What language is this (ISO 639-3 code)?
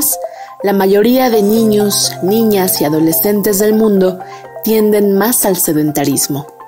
spa